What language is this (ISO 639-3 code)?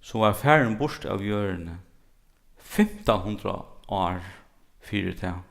fao